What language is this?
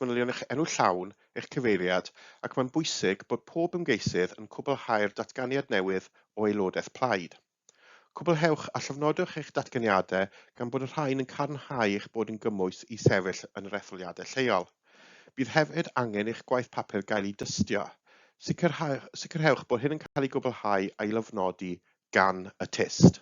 Welsh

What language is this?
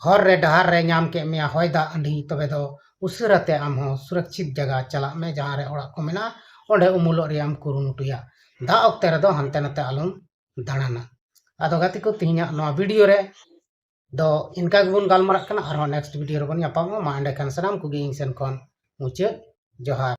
Santali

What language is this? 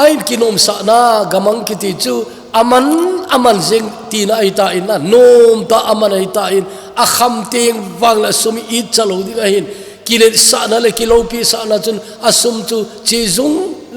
Thado Chin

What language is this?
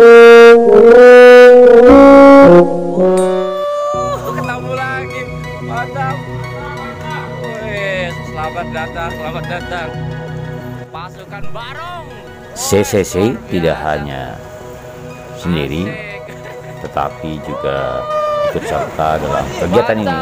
Indonesian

